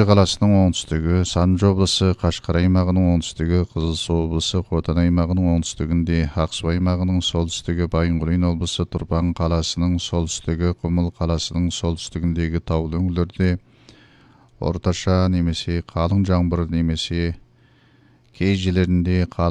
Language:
Kazakh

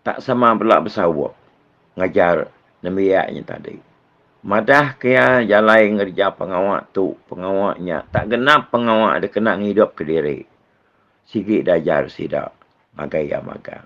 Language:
Iban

